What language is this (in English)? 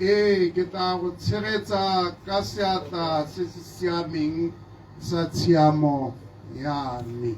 Tswana